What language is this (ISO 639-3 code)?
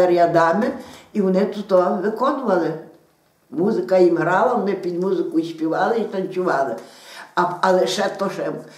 ukr